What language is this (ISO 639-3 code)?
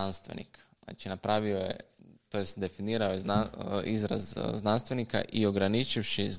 hrv